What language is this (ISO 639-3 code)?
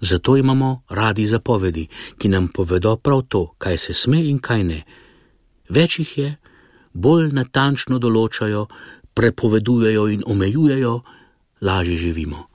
slv